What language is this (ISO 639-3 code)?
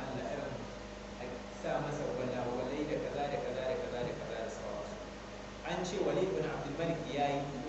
hau